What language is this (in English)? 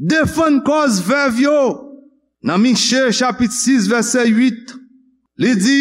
Haitian Creole